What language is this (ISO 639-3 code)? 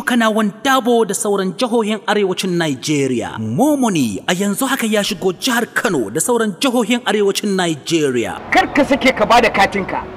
hau